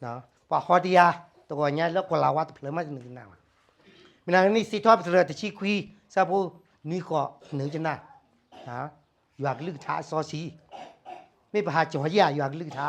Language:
S'gaw Karen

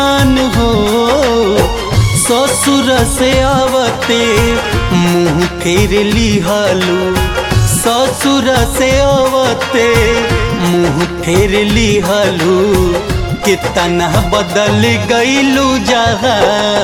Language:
Bhojpuri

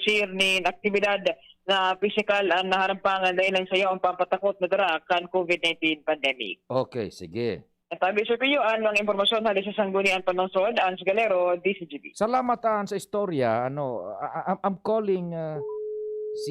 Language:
Bikol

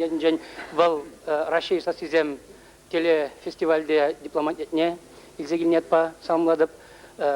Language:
Chuvash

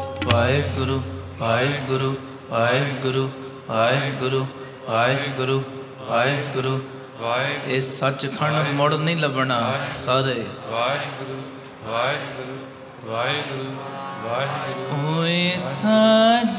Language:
Punjabi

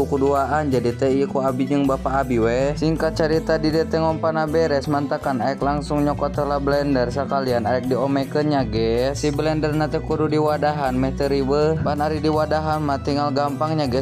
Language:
Sundanese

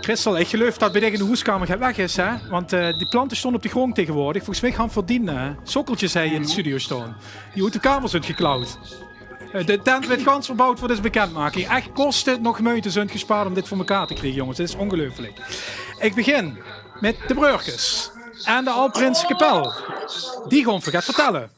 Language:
Limburgish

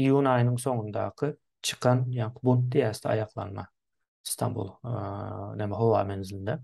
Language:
Turkmen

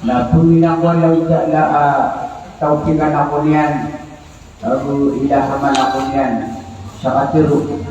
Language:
Maranao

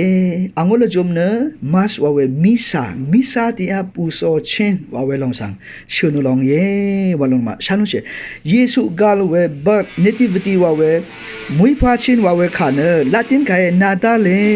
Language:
Rawang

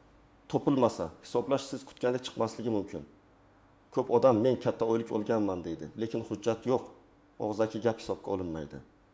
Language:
Uzbek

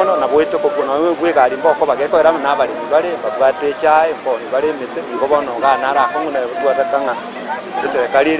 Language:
Gusii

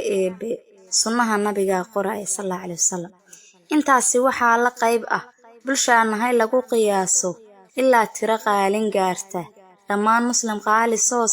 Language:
Somali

